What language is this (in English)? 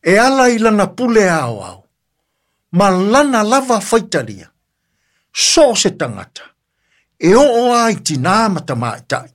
Samoan